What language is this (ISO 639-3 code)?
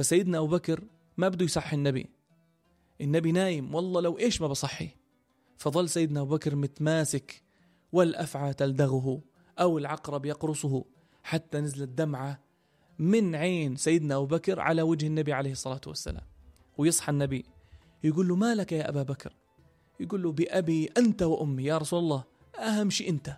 apc